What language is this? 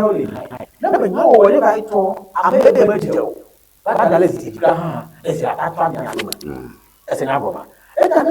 Ewe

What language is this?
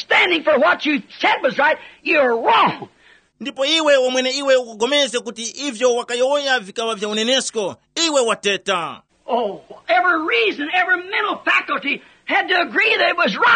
Tumbuka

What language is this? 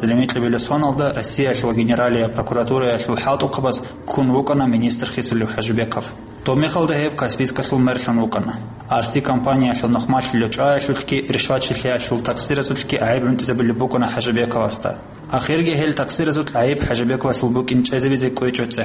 Avaric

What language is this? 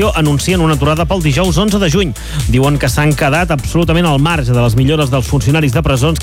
Catalan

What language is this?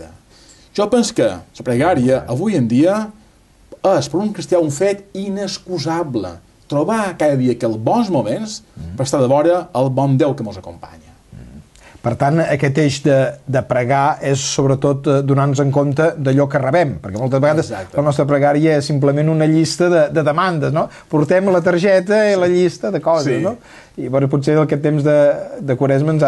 Catalan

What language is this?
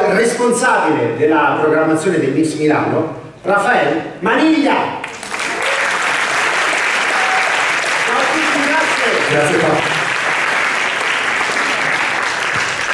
Italian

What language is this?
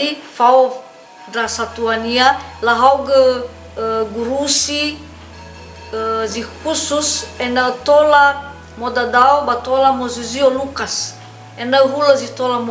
Nias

